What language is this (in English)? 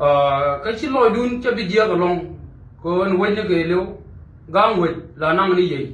Nuer